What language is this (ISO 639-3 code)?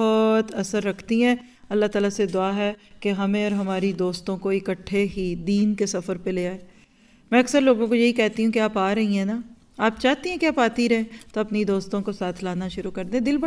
urd